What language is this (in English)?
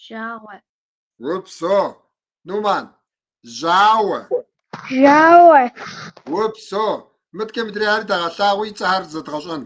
Kabardian